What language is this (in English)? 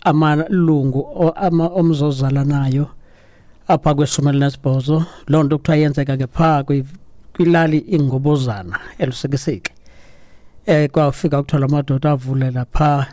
Xhosa